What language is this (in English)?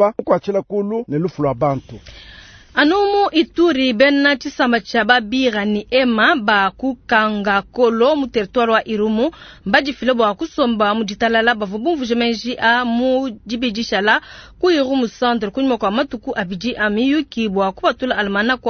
Luba-Lulua